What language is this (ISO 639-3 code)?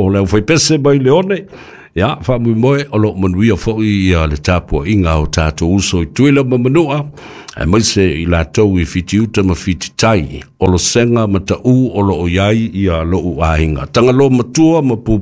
smo